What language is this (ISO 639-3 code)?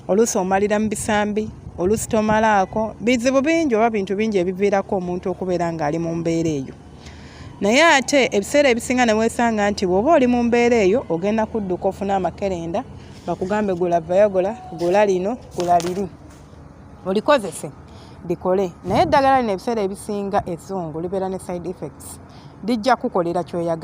lug